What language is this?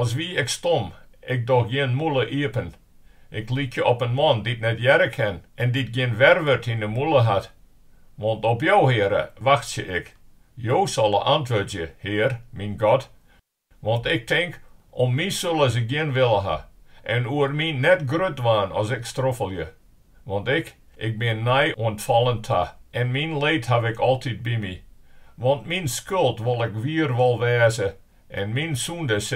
Western Frisian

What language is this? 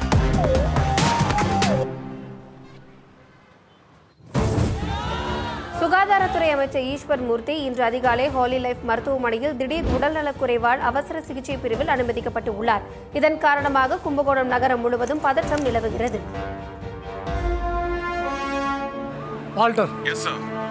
Tamil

